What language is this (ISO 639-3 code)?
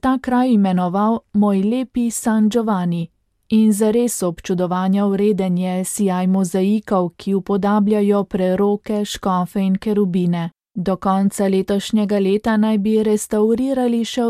slv